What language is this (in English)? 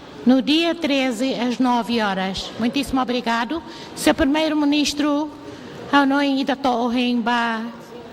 Tetum